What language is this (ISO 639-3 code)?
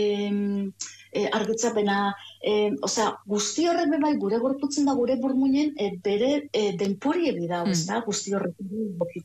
eus